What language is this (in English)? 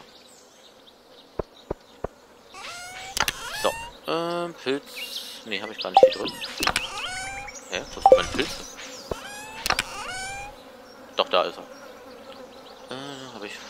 German